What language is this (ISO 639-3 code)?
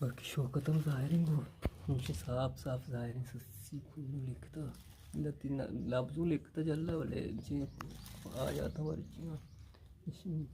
bgp